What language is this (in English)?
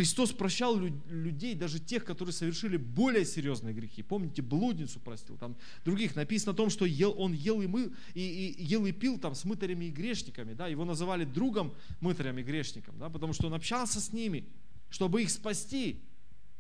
Russian